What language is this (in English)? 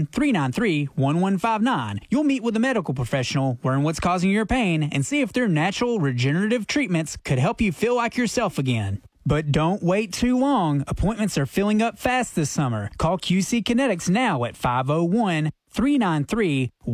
English